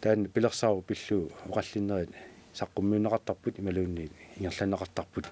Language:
Kalaallisut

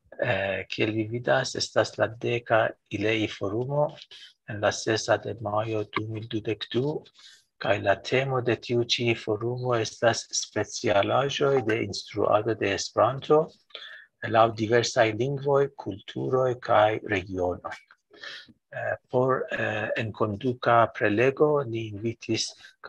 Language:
Esperanto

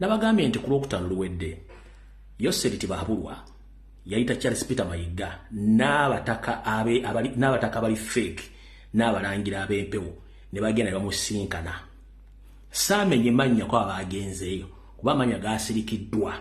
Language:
Ganda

